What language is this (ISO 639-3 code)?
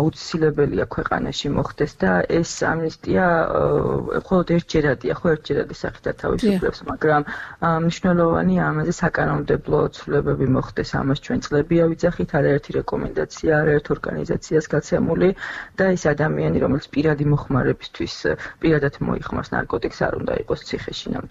kat